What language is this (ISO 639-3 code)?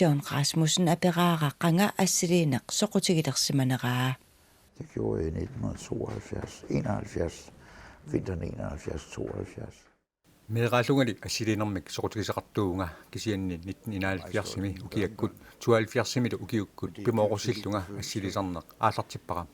kal